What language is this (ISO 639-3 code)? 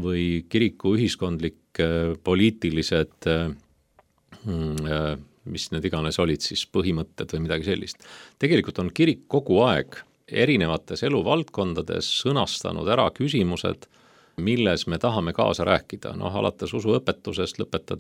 est